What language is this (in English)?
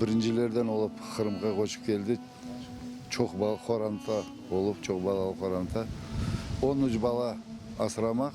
Crimean Tatar